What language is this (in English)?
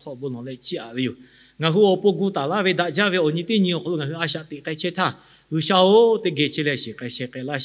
Lahu